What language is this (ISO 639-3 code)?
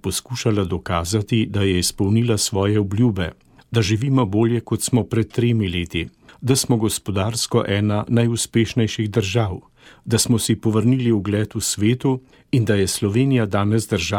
slv